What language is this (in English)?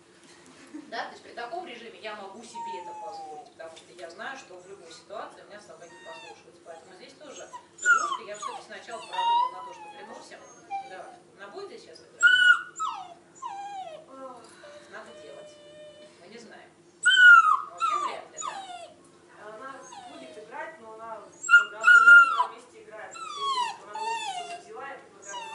Russian